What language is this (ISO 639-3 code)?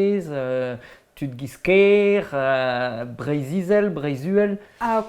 bre